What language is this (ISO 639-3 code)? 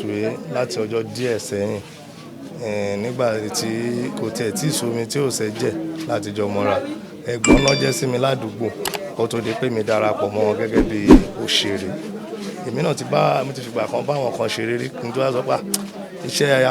yor